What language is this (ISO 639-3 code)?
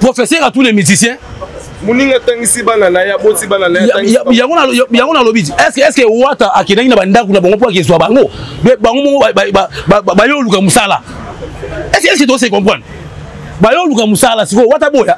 lin